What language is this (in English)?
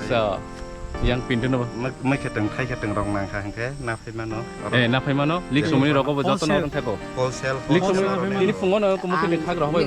Kok Borok